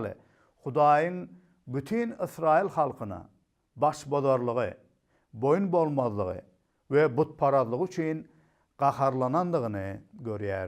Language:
Turkmen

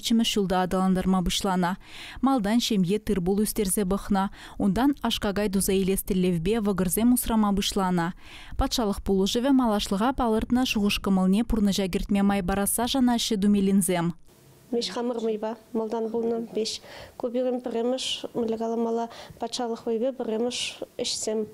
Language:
Chuvash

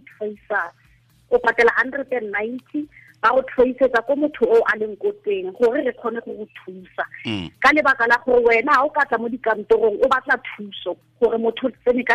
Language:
Tswana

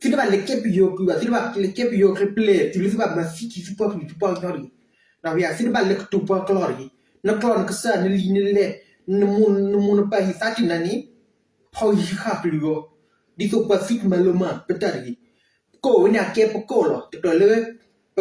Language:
S'gaw Karen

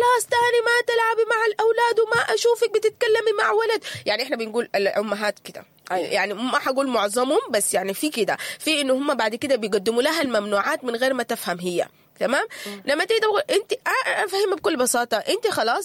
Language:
Sudanese Arabic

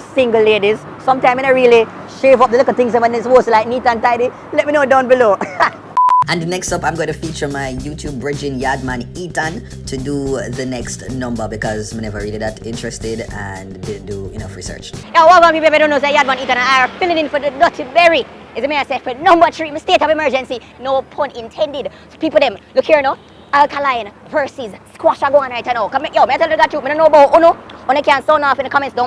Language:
Jamaican Creole English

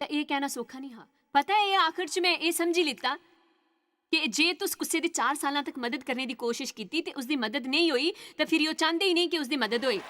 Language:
Dogri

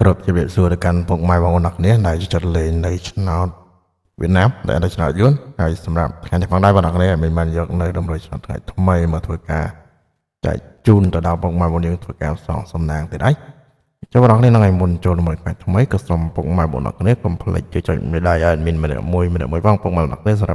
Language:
Khmer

